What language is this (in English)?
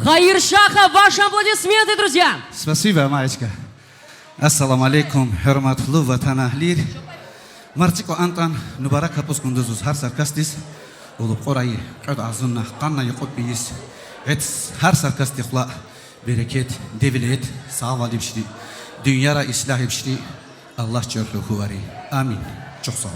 Tabassaran